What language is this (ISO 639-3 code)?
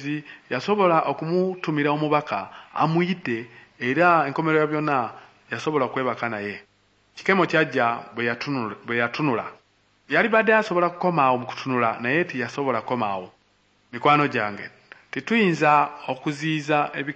lug